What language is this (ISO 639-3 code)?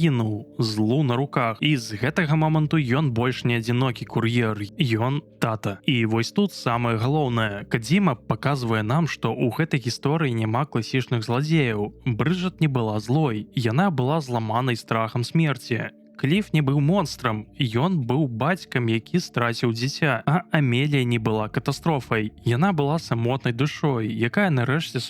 bel